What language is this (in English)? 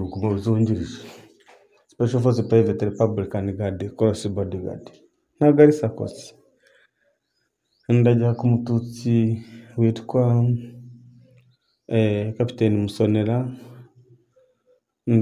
Kinyarwanda